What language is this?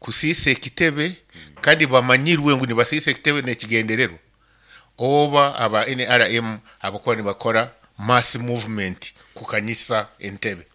Nyankole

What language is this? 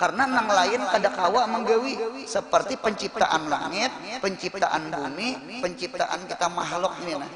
Banjar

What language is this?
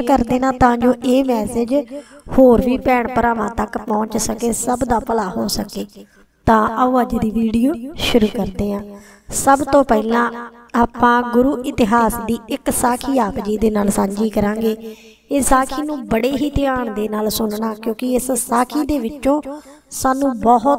Punjabi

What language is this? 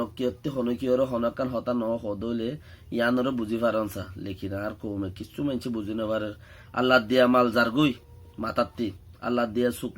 Rohingya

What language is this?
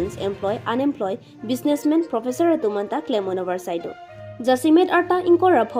Karbi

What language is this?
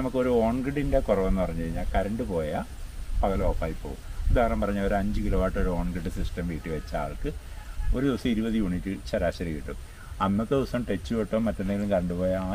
Malayalam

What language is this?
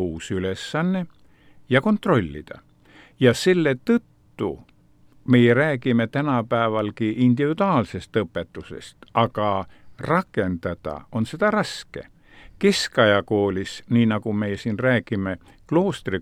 Estonian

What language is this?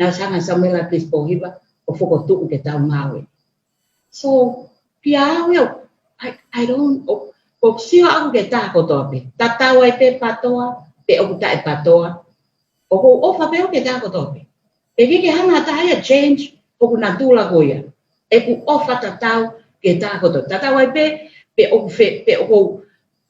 Tongan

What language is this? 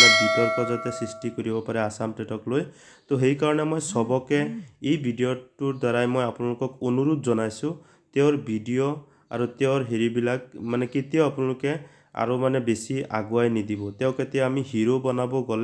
Assamese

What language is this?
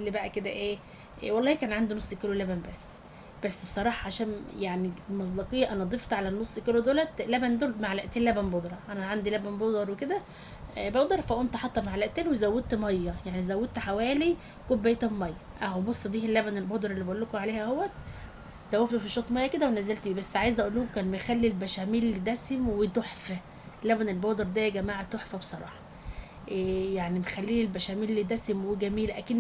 Egyptian Arabic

